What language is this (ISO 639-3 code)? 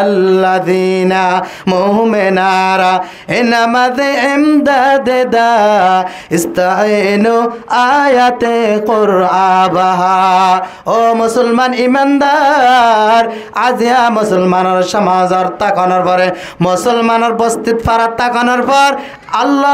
rhg